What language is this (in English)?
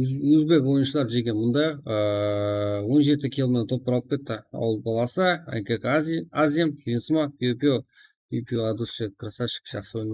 Kara-Kalpak